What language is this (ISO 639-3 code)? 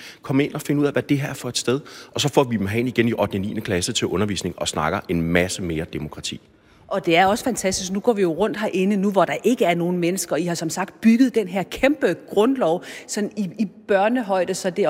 dan